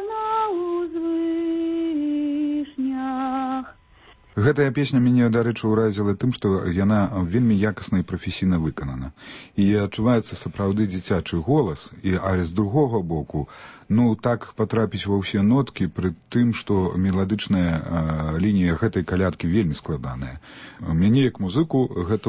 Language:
Belarusian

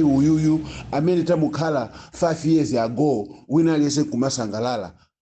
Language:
Nyanja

